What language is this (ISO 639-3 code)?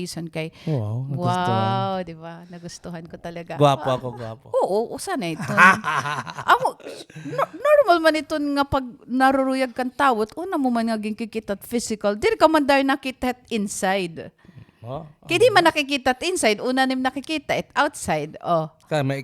war